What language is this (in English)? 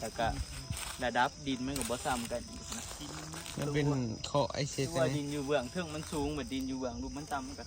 Northeastern Thai